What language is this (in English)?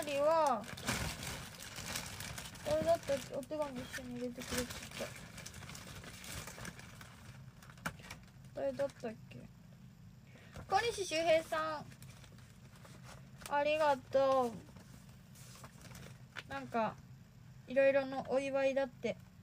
Japanese